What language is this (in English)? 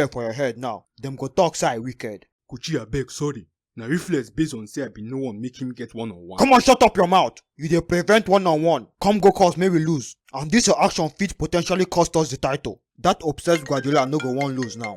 Nigerian Pidgin